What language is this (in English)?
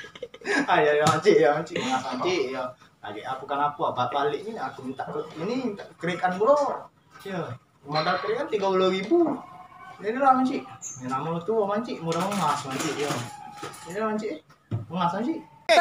Musi